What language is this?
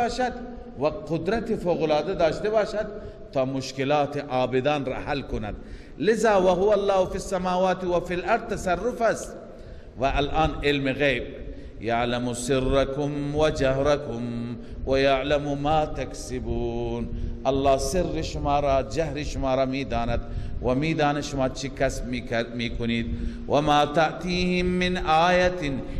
Persian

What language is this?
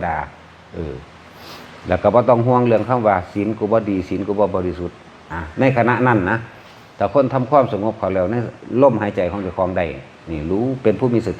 Lao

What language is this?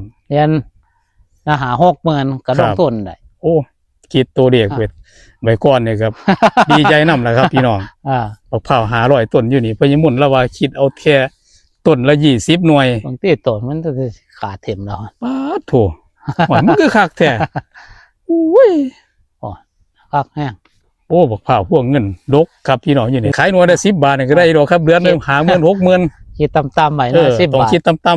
Northeastern Thai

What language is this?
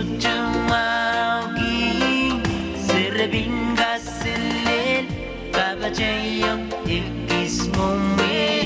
Pohnpeian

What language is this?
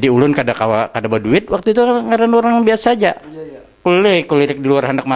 Banjar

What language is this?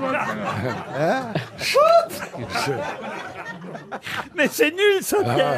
French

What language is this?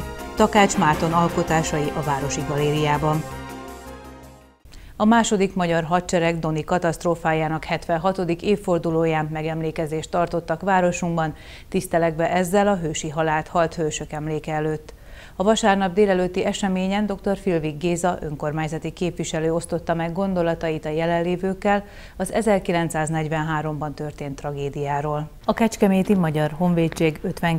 Hungarian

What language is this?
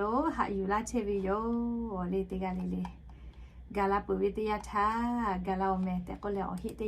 Lahu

